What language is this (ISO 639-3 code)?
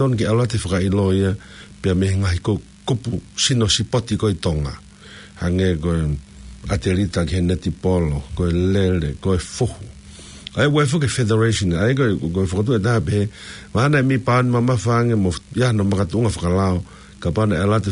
ton